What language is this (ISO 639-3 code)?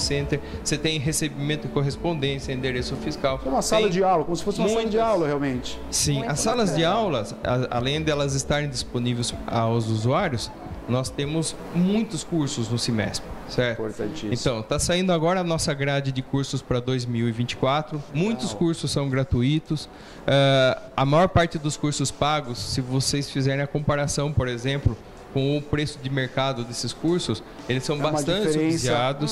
por